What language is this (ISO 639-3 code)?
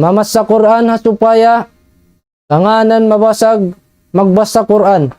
tsg